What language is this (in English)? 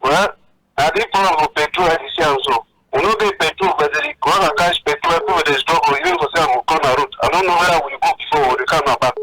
Cameroon Pidgin